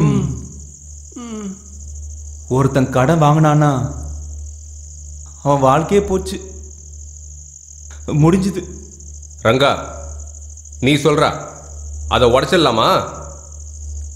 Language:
Tamil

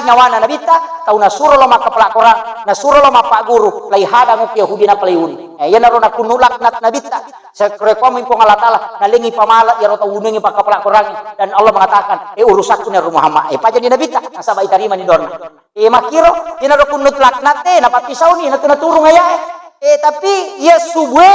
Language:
Buginese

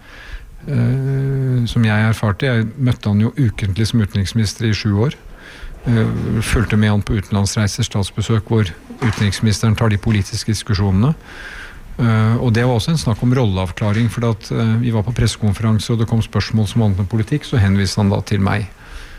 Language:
Norwegian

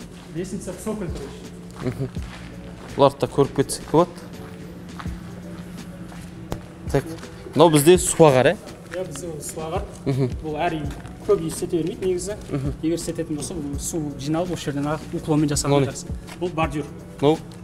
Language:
Kazakh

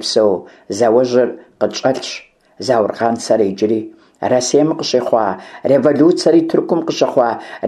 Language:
Kabardian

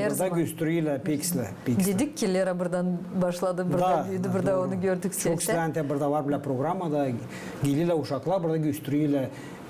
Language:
Gagauz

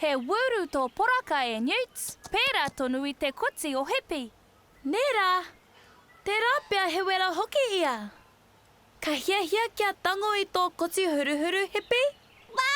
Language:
Māori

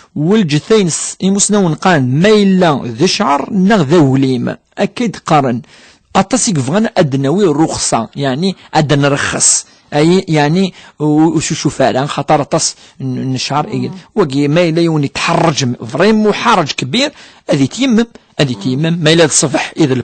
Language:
Kabyle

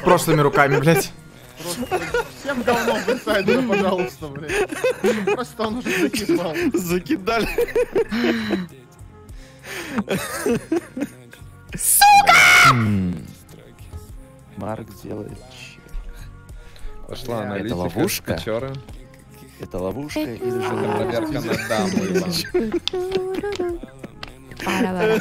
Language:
Russian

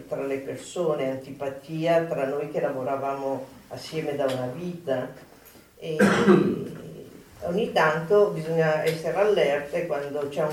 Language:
Italian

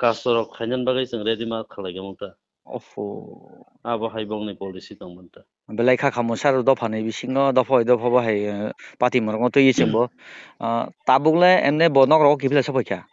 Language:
Kok Borok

